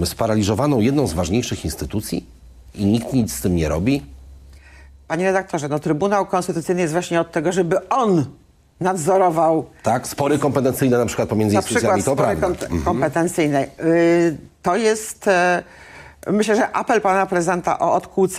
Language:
Polish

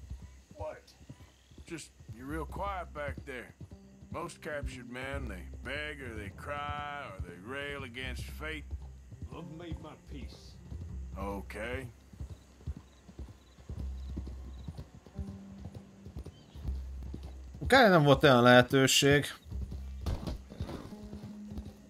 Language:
Hungarian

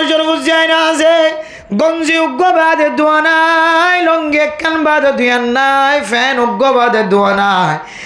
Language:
Rohingya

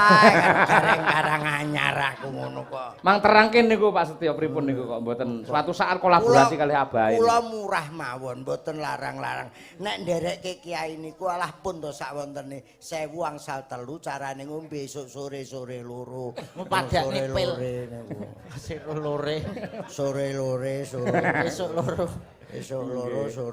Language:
Javanese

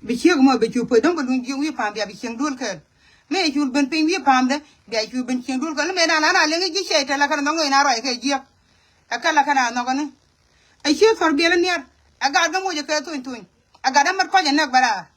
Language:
Nuer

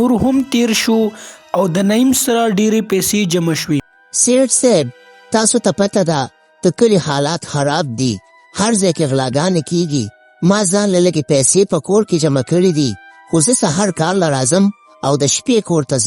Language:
Pashto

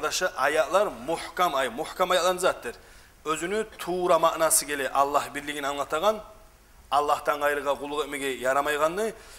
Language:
Kumyk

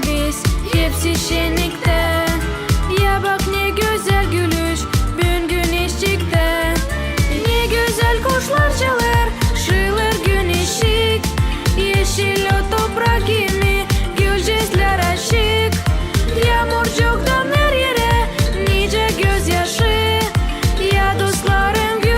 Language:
Gagauz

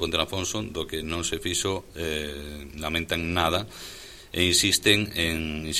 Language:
Galician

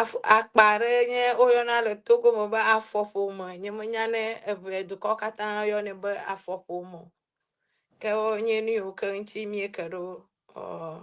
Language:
Ewe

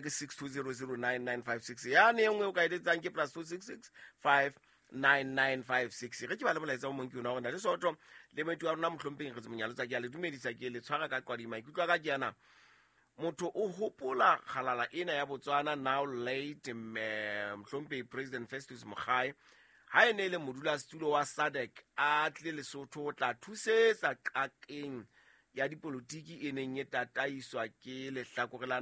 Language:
Southern Sotho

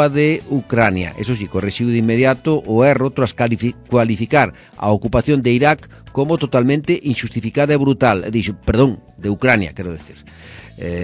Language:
Galician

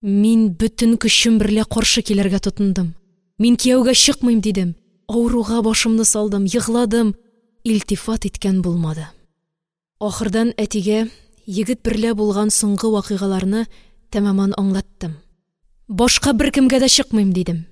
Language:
Tatar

